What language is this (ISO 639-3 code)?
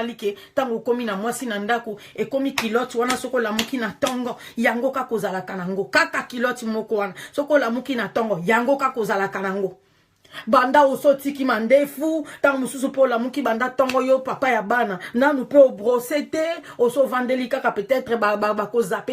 lin